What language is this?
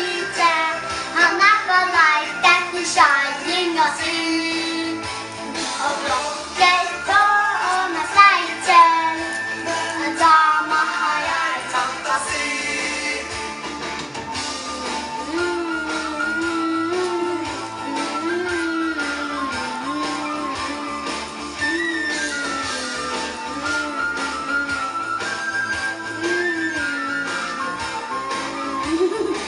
Norwegian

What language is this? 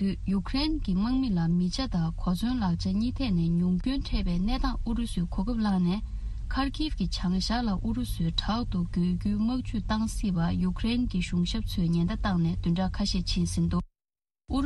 Tibetan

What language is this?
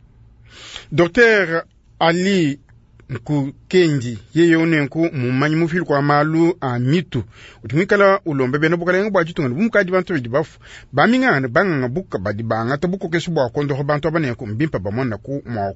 Luba-Lulua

